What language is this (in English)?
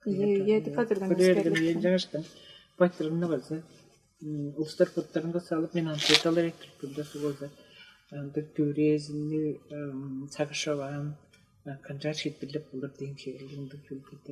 Tuvinian